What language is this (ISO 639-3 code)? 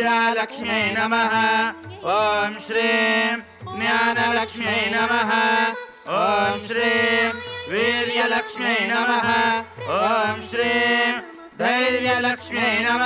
tel